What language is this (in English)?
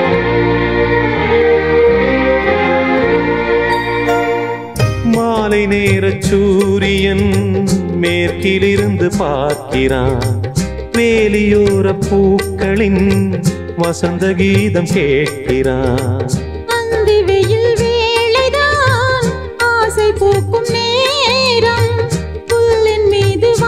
Tamil